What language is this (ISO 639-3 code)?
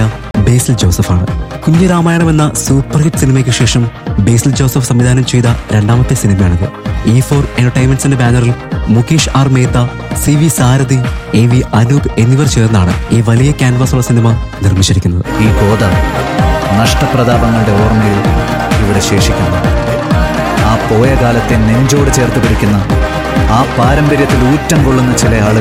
mal